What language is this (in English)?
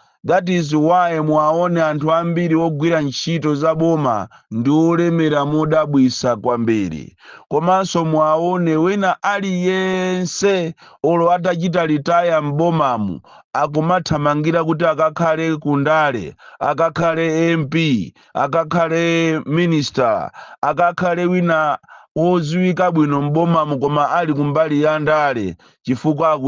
Nyanja